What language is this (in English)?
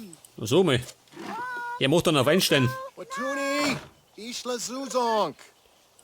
Bavarian